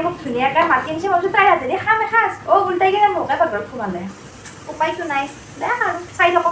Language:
Assamese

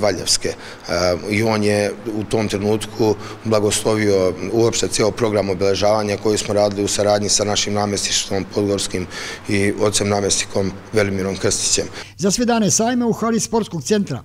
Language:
Serbian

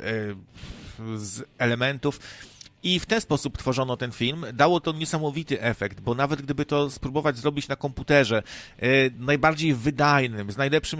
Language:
Polish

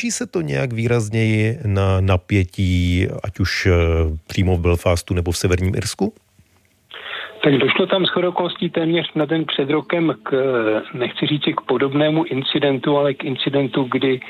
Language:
Czech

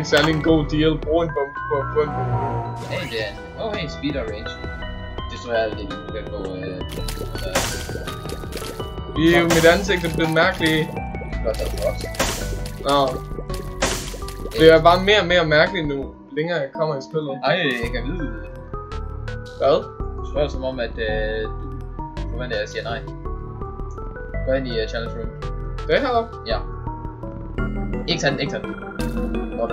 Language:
Danish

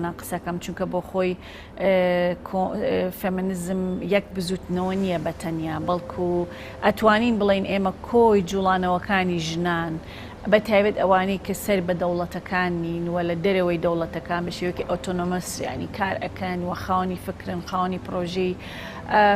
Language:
Central Kurdish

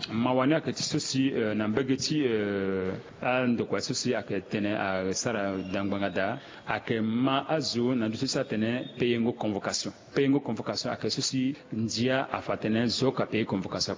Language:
Sango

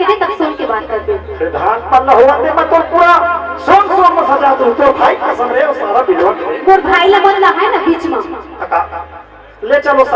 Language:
Chhattisgarhi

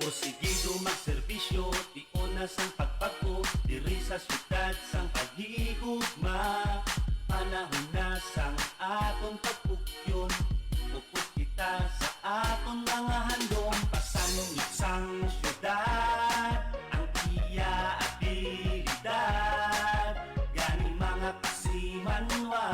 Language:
Hiligaynon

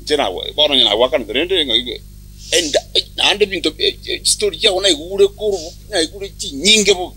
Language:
Gusii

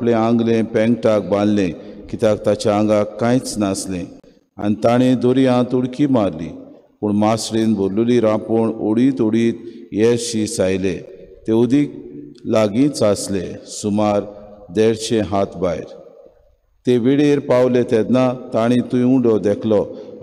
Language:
Konkani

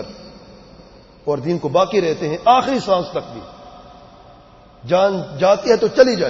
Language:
Urdu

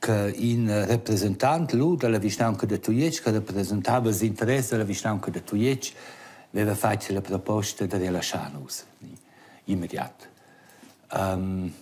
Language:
Romansh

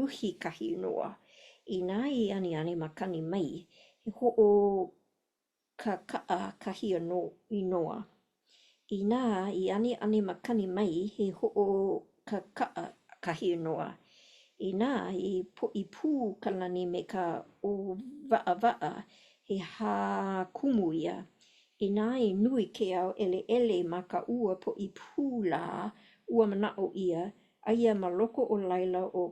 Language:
Hawaiian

